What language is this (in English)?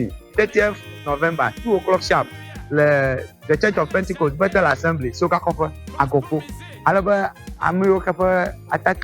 Ewe